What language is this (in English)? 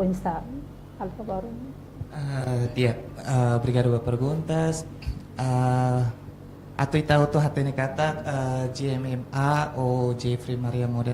Tetum